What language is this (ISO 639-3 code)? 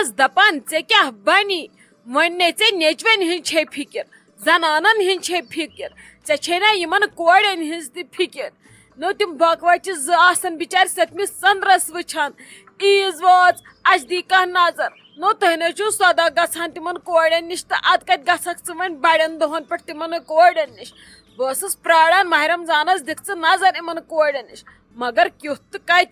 kas